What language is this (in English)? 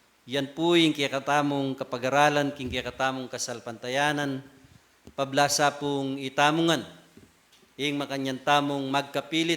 Pampanga